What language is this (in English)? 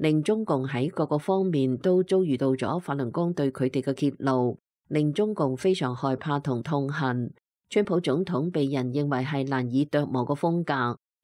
Cantonese